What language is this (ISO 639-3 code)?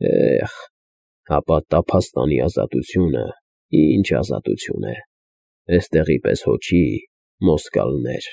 hye